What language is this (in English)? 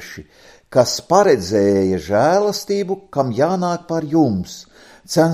Latvian